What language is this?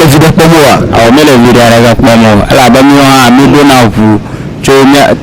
Ewe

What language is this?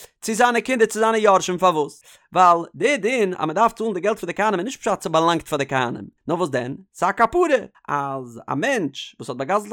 Yiddish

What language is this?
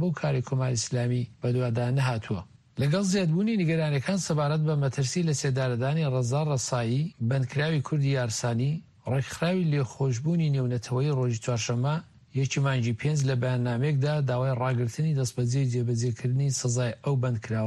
Central Kurdish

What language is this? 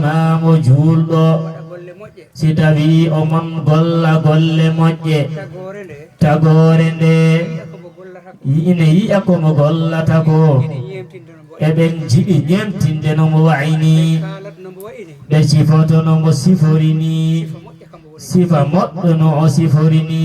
Fula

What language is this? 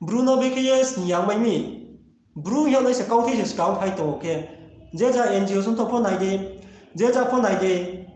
Riang (India)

